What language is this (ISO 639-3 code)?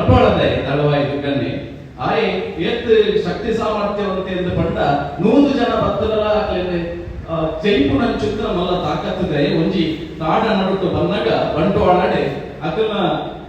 tcy